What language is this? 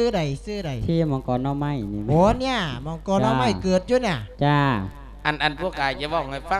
Lao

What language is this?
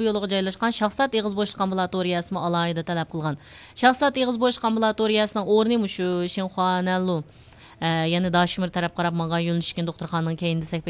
Uyghur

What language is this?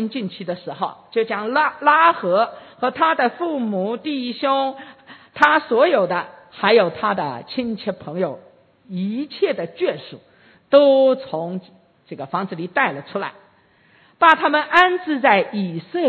Chinese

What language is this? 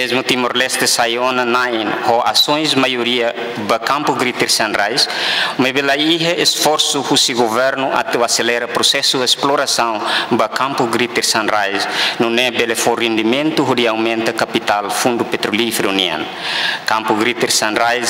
Tetum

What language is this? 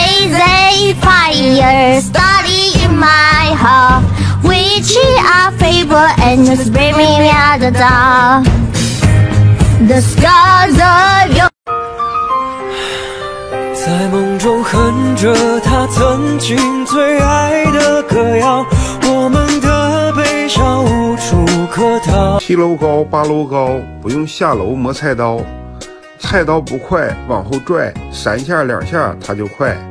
Chinese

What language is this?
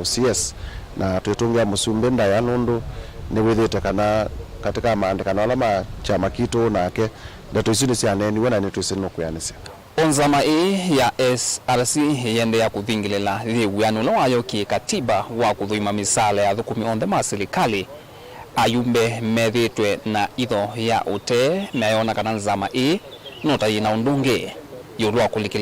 Kamba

